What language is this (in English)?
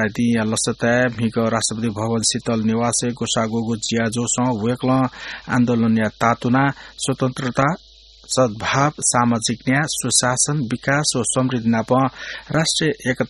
Newari